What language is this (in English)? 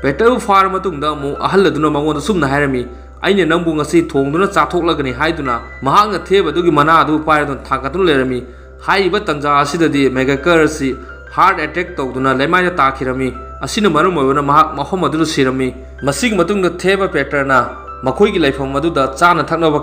Manipuri